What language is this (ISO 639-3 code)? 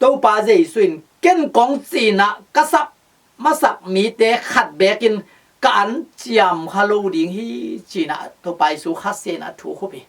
ctd